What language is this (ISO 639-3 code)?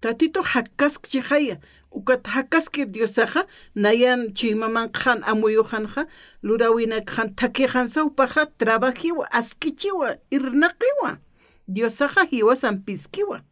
aym